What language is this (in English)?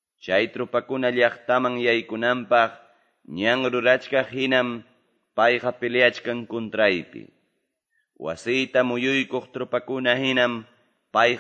Quechua